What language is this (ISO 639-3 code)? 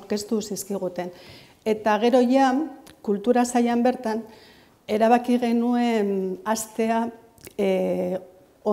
eus